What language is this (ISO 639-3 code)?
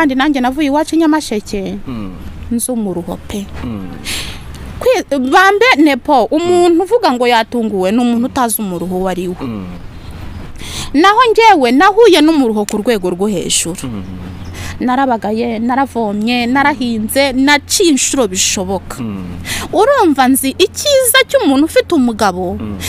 kin